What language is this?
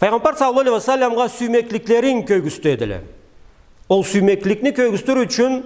Karachay-Balkar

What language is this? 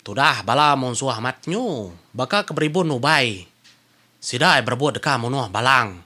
Iban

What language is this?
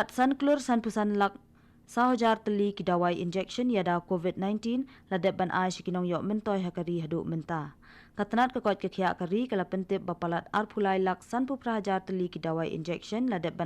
Khasi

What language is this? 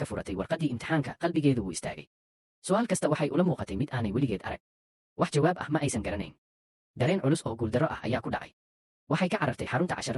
Somali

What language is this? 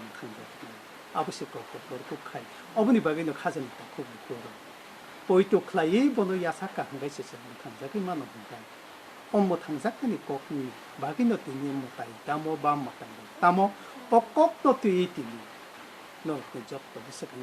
Kok Borok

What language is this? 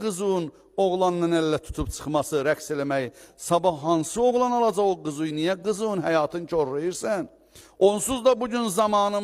Azerbaijani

